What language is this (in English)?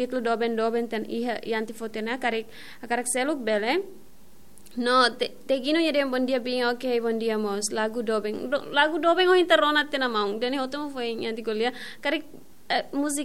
Tetum